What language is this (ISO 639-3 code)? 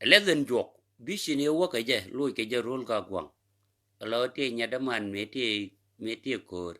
nus